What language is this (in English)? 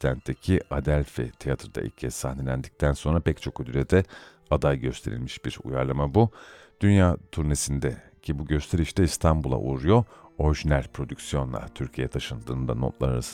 Turkish